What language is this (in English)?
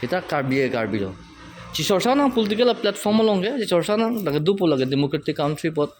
Karbi